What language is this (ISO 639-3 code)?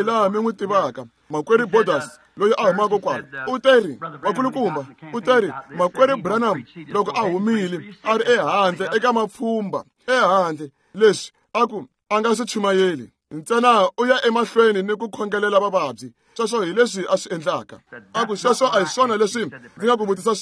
tso